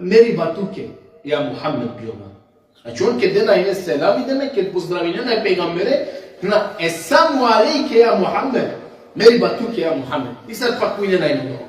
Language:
Balkan Romani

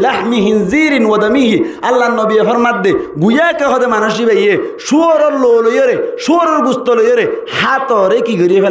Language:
Rohingya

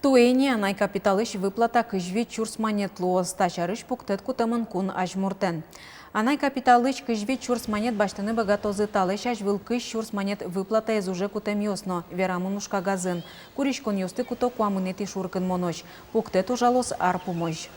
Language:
Udmurt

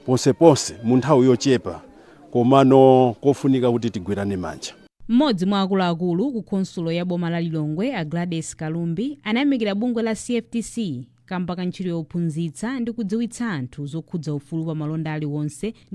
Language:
Nyanja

